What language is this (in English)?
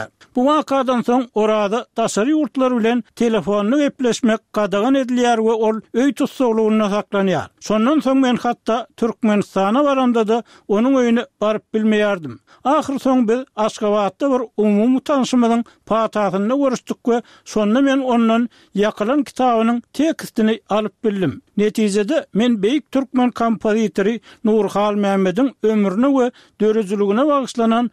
Turkmen